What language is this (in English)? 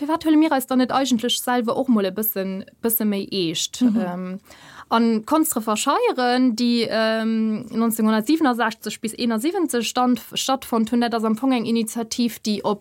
Luxembourgish